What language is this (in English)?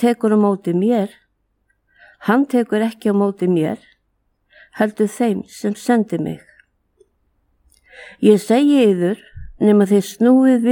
Icelandic